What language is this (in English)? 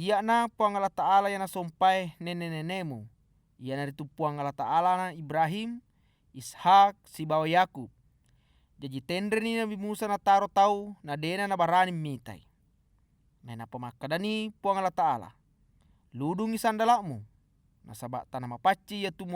Buginese